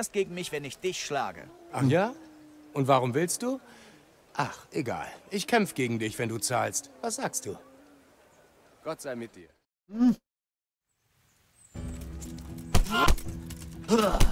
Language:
German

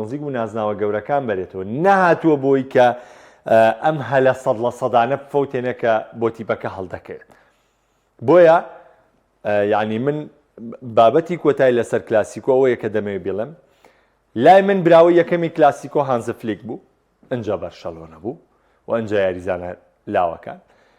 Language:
Central Kurdish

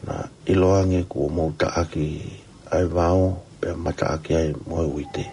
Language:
Tongan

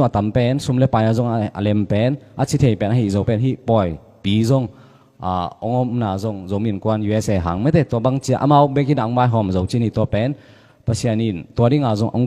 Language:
Tedim Chin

